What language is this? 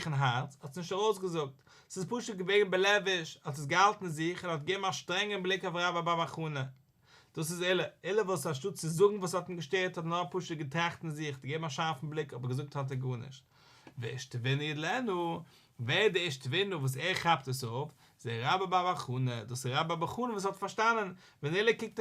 Yiddish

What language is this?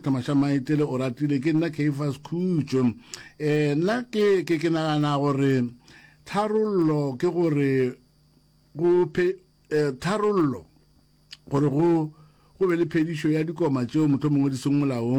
Northern Sotho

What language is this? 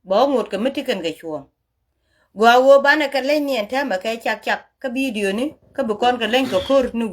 Nuer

